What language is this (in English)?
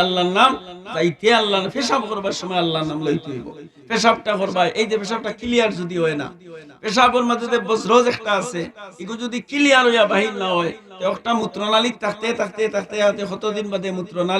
Sylheti